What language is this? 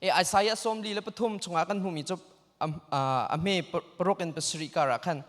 Hakha Chin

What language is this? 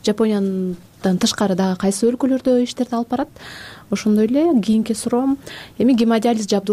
Kyrgyz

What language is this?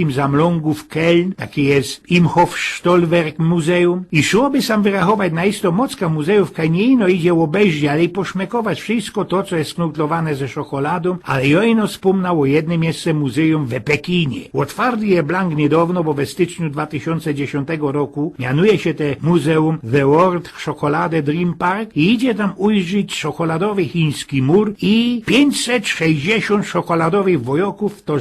Silesian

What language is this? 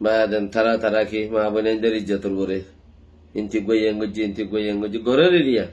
Rohingya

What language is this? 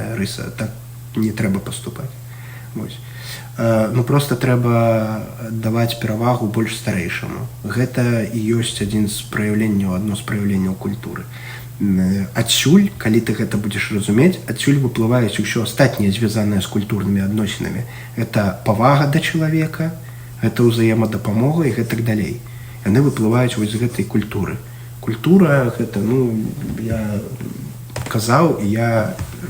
Belarusian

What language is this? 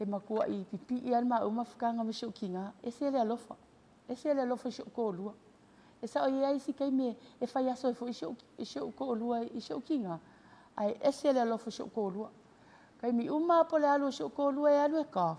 Samoan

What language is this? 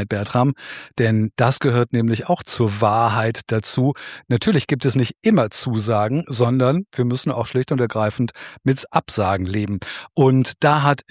German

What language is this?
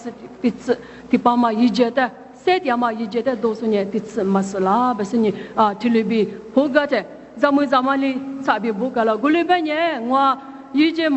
Lisu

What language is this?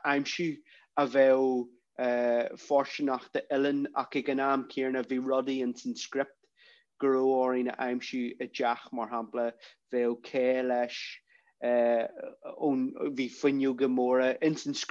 Irish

